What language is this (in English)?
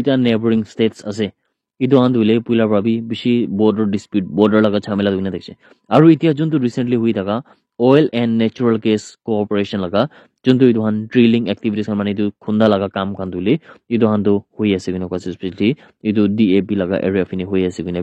Naga Pidgin